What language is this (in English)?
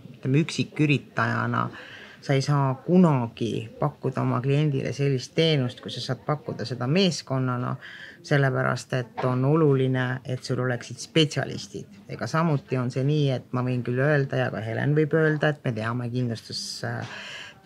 Estonian